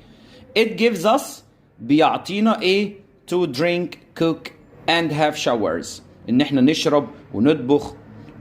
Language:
Egyptian Arabic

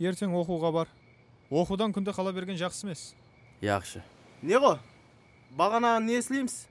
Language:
Kara-Kalpak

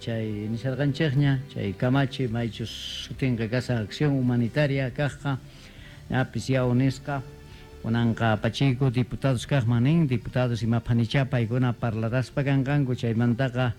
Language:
Quechua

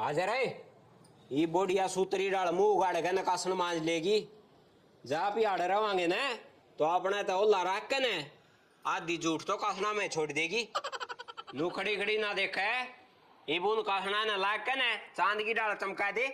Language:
Haryanvi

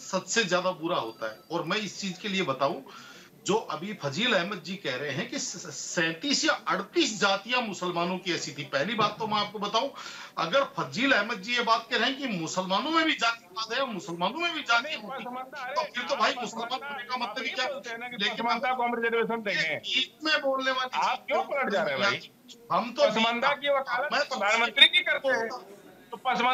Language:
Hindi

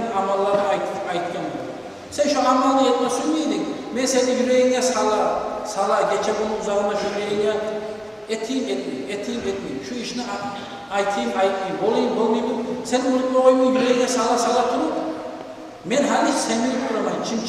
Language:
Kumyk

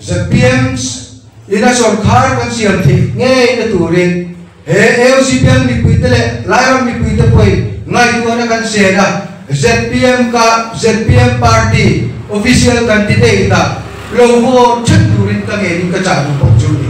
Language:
Mizo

